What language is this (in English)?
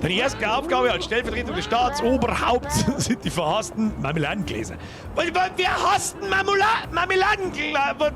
Bavarian